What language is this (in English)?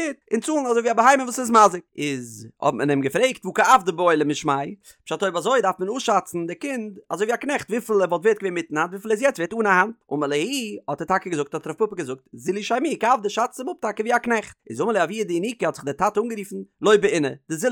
Yiddish